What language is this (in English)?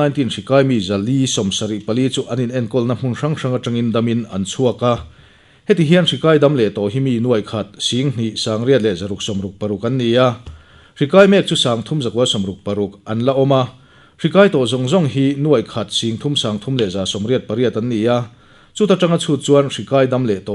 Mizo